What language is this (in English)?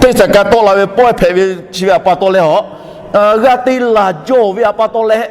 Lahu